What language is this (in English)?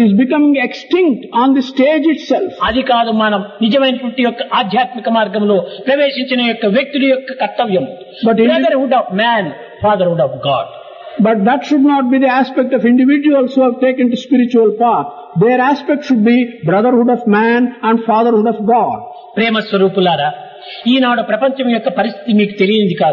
Telugu